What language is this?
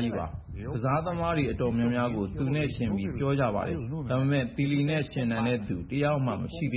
Burmese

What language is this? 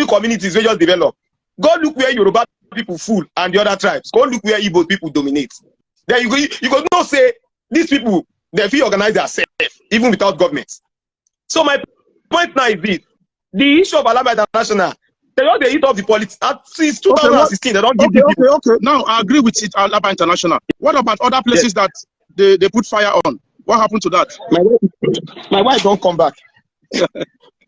Nigerian Pidgin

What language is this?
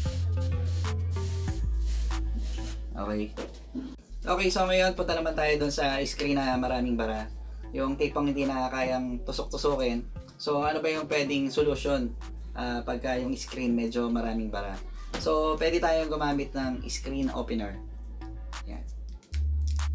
Filipino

